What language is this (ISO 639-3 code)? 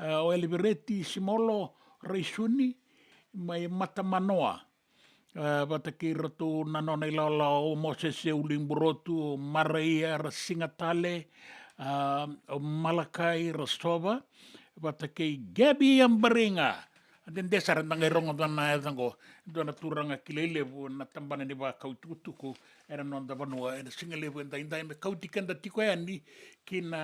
fij